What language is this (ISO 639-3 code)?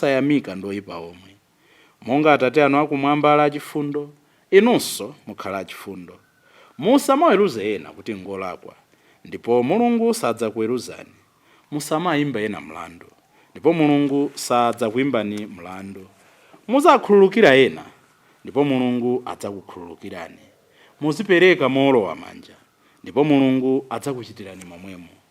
nya